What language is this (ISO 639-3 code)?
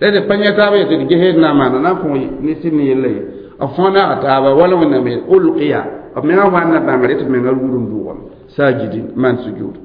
mos